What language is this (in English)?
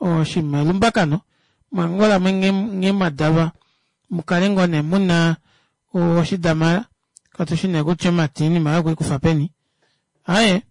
Kuanyama